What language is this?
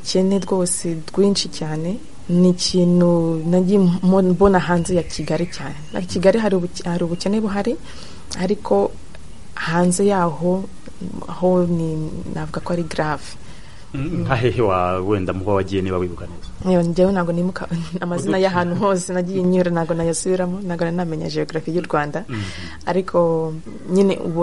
Kinyarwanda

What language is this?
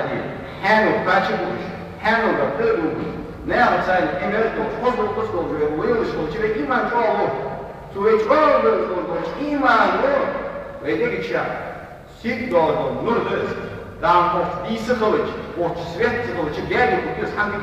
Ingush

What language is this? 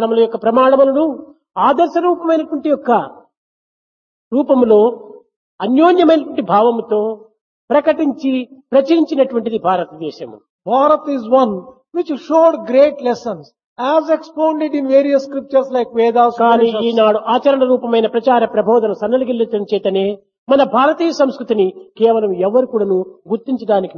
Telugu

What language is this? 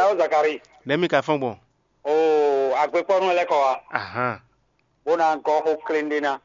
Fon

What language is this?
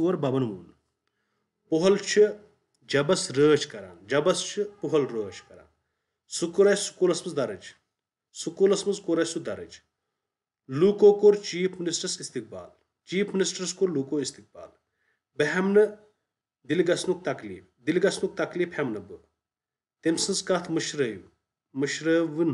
Kashmiri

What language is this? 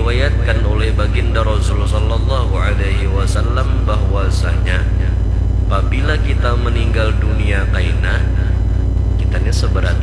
Banjar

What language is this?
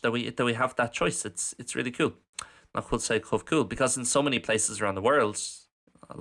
Irish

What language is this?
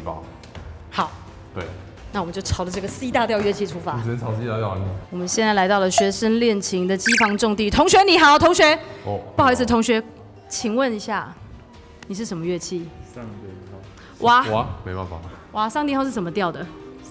Chinese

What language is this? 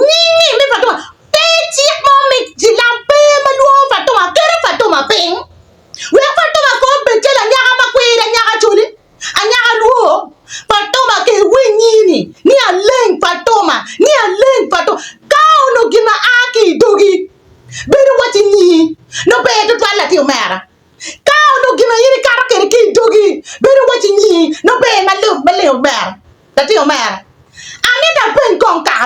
Acoli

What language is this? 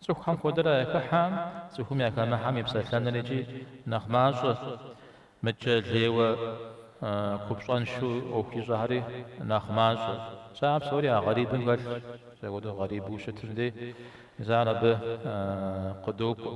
Kabardian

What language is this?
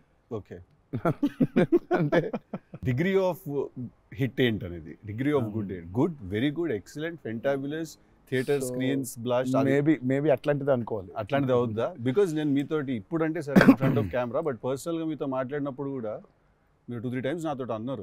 Telugu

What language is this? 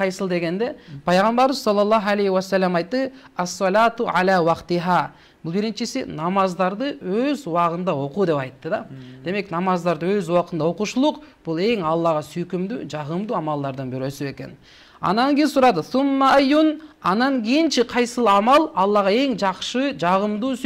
Kyrgyz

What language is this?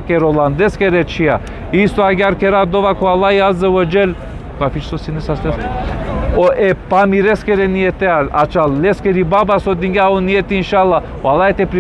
Balkan Romani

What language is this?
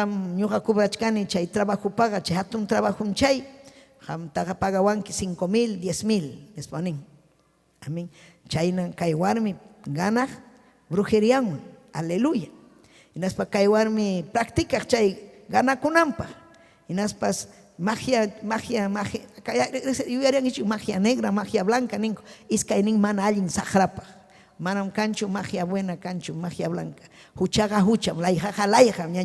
Ayacucho Quechua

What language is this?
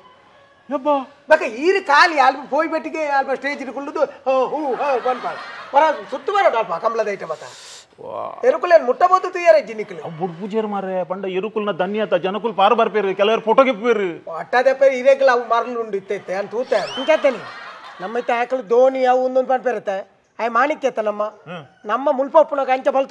Tulu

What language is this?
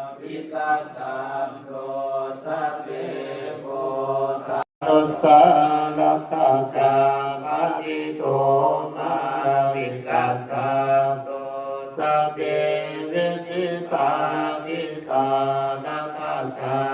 Pali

